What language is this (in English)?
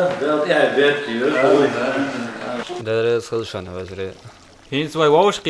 Chechen